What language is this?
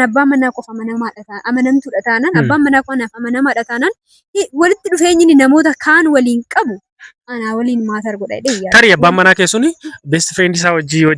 Oromo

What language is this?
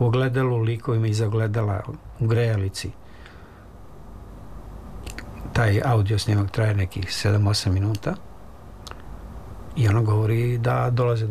Serbian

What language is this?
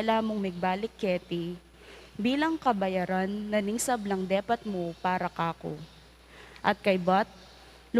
Pampanga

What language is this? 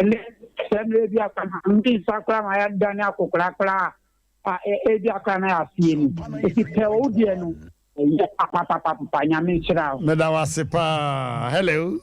Akan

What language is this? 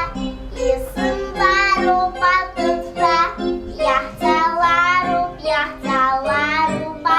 Abkhazian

